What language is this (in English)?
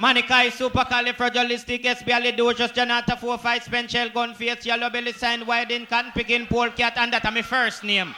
Jamaican Creole English